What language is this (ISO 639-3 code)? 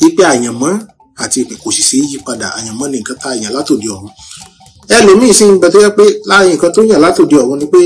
yor